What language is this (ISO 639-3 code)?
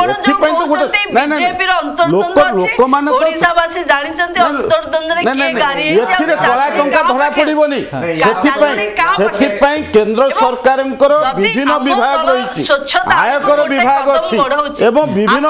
ori